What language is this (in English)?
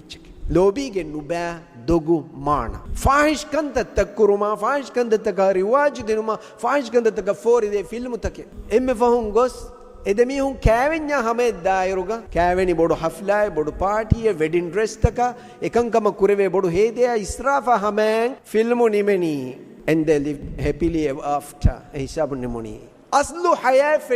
Divehi